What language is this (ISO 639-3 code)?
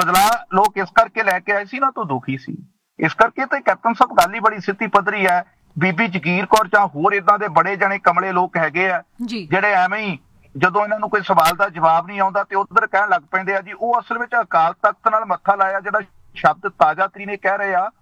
pan